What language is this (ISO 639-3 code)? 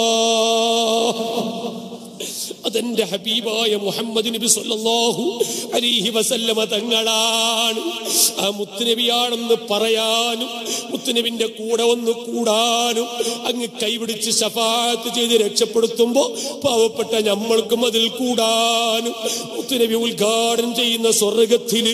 mal